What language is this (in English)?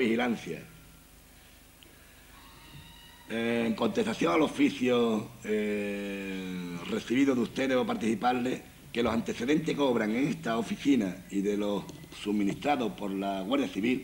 Spanish